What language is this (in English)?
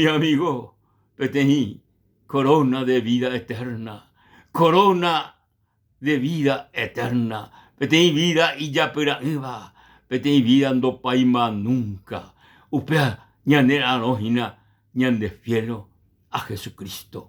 Guarani